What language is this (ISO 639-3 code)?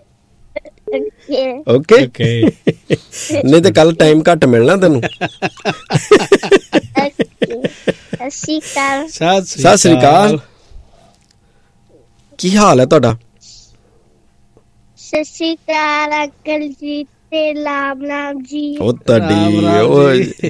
pan